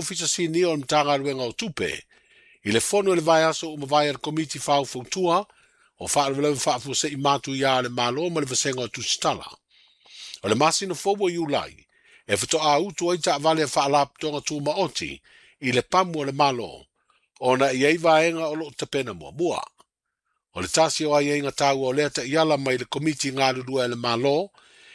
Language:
Samoan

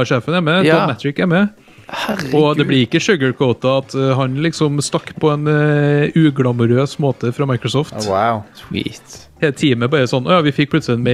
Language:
Norwegian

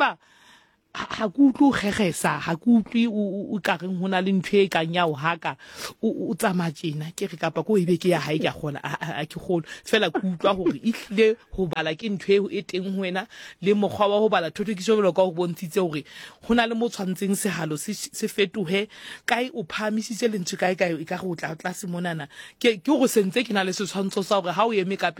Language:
Southern Sotho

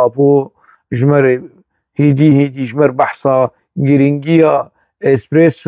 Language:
Kurdish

